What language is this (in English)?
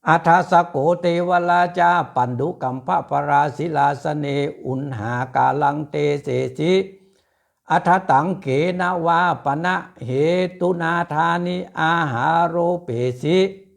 Pali